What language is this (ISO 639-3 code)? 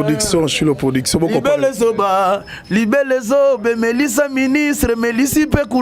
lin